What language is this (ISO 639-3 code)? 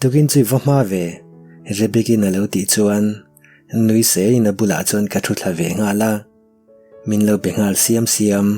lus